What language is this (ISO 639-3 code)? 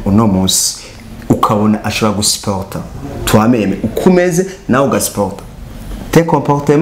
run